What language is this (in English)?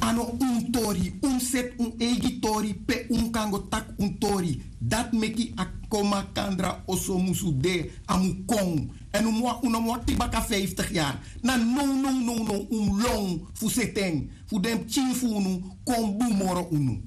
Sranan Tongo